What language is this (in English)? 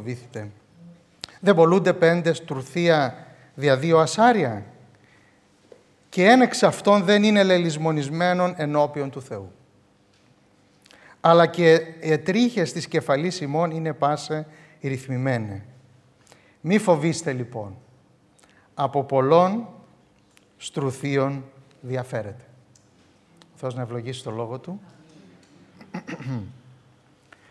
Greek